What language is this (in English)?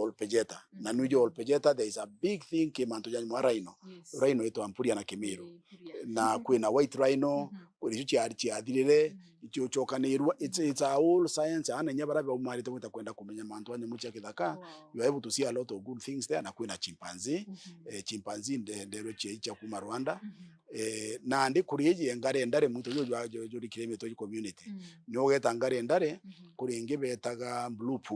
Meru